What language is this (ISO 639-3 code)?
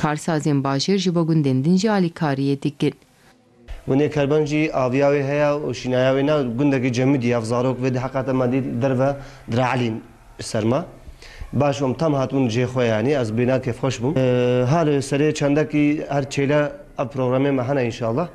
kur